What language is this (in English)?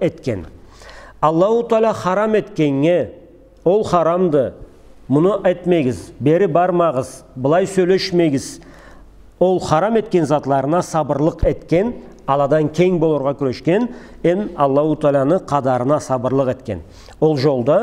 Karachay-Balkar